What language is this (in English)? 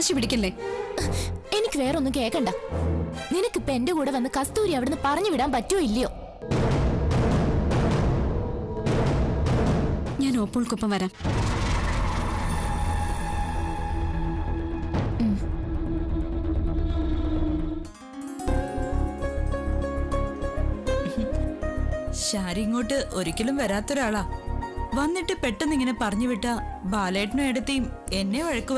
Malayalam